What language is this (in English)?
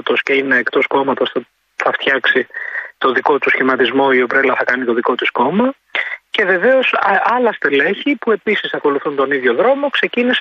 Greek